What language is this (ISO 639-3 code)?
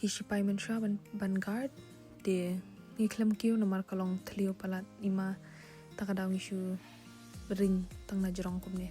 kha